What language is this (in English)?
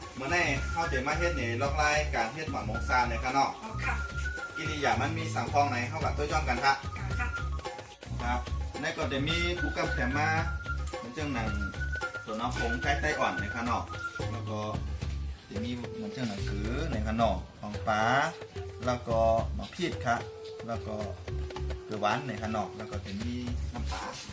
Shan